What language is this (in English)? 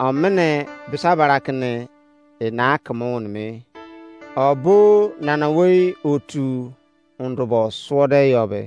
Izon